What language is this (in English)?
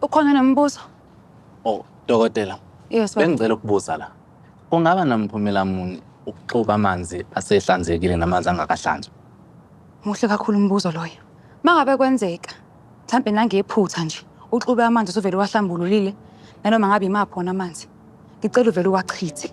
Zulu